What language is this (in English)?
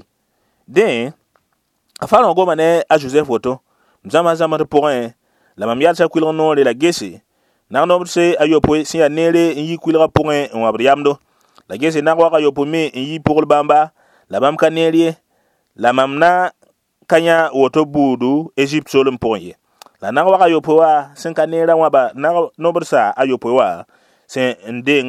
Mossi